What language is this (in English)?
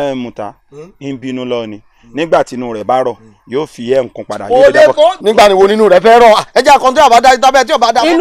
Yoruba